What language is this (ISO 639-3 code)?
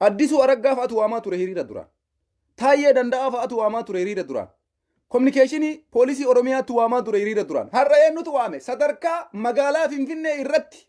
orm